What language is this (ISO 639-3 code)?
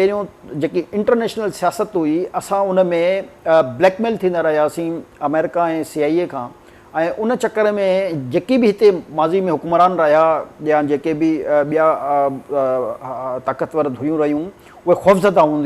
snd